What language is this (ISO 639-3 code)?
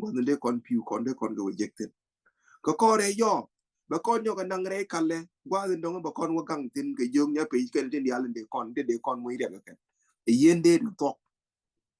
nus